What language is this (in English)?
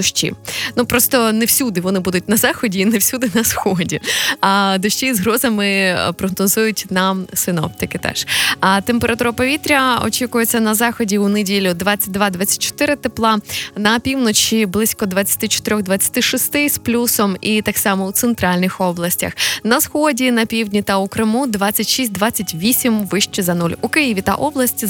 Ukrainian